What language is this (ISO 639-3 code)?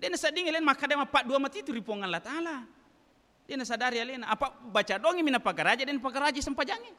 bug